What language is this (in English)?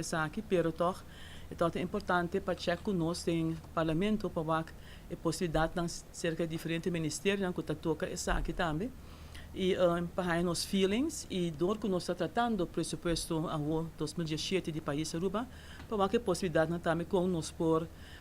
Papiamento